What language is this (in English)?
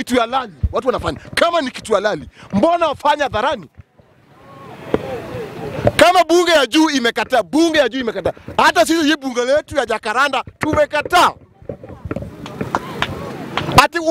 Swahili